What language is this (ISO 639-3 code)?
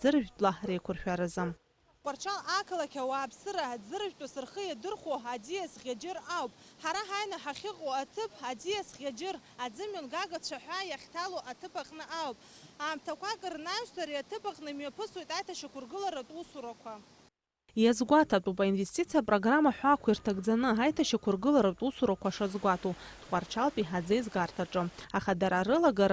abk